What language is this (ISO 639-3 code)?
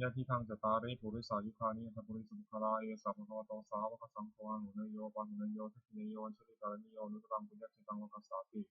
pli